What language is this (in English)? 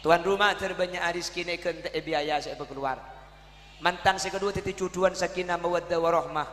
Madurese